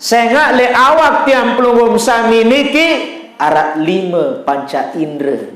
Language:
Sasak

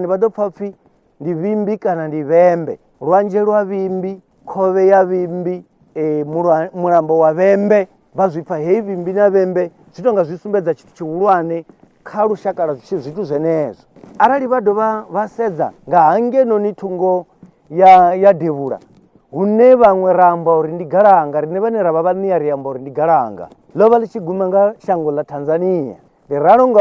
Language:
Venda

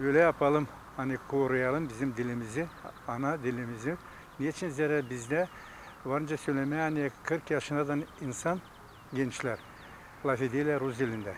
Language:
Gagauz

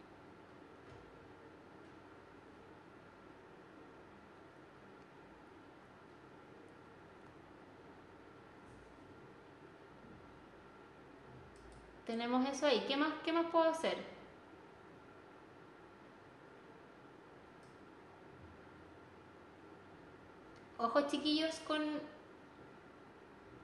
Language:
Spanish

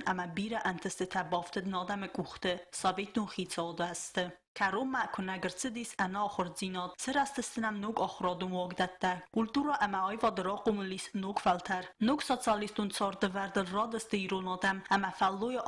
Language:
Ossetic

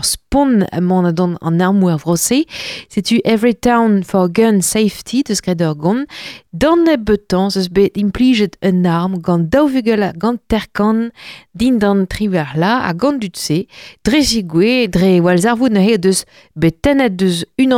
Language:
Breton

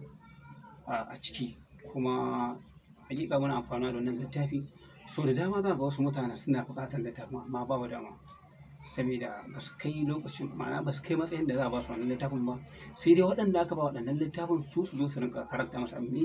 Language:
Hausa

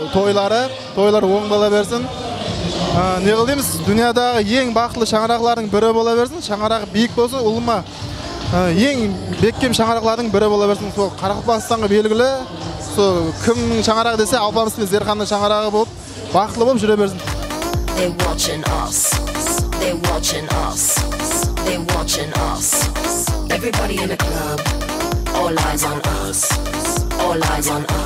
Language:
Kara-Kalpak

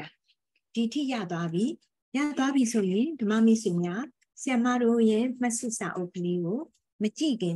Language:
Burmese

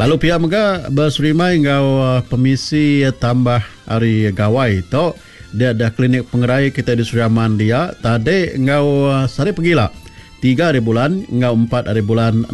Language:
Iban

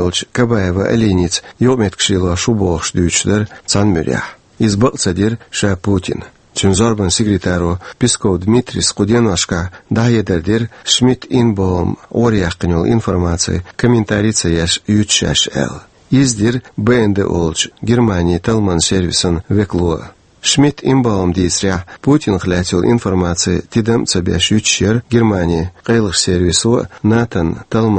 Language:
Chechen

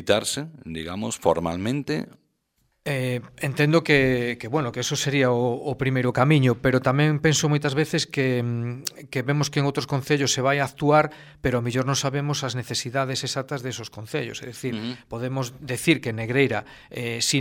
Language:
Galician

